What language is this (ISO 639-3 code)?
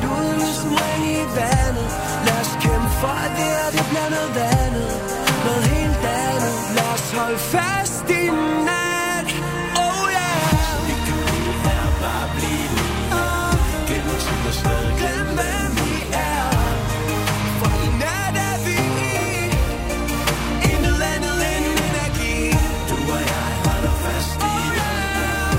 dan